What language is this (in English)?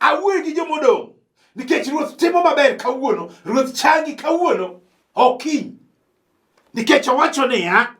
Luo (Kenya and Tanzania)